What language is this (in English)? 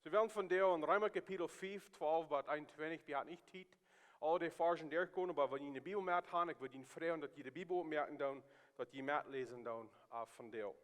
Plautdietsch